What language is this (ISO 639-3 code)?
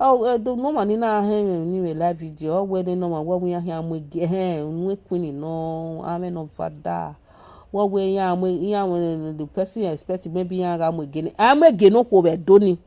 pcm